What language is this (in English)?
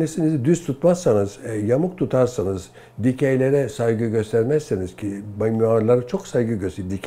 Turkish